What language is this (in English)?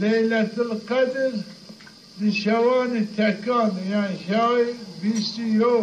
Zaza